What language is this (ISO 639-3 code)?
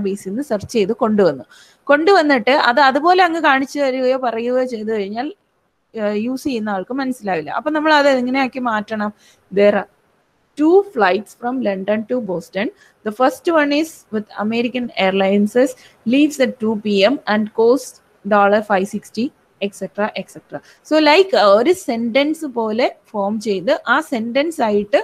mal